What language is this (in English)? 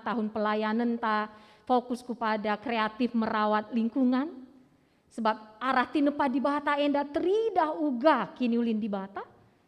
Batak Karo